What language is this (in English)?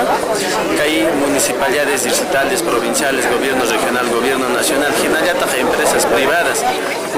Quechua